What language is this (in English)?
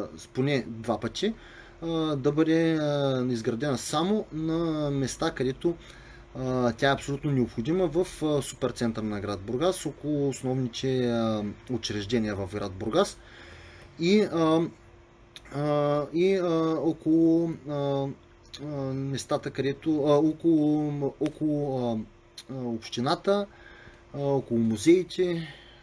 Bulgarian